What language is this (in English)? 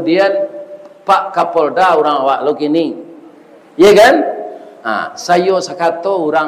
Minangkabau